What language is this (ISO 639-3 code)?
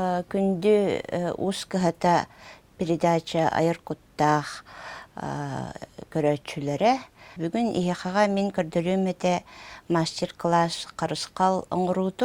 sah